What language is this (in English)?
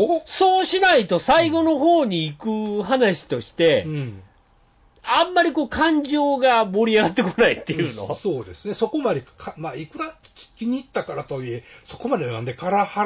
Japanese